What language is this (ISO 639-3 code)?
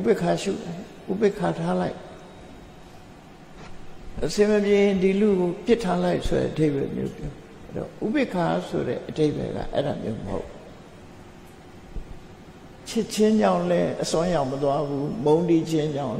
mya